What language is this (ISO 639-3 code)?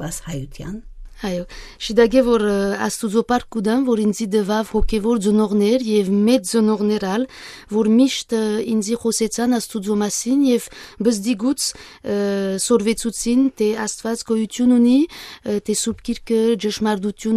hye